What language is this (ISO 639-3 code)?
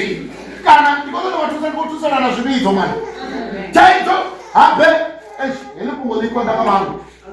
ven